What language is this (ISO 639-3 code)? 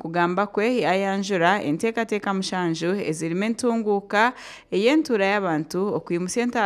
nyn